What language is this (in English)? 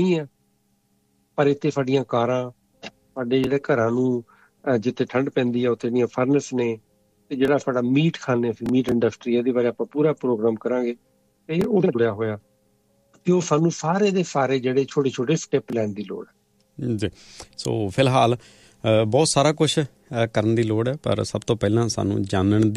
Punjabi